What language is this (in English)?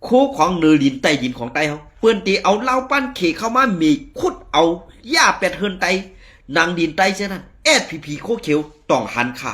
Shan